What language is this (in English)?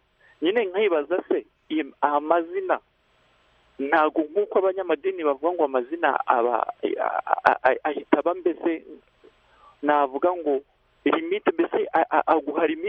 Kinyarwanda